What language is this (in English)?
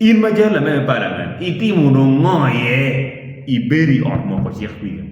Acoli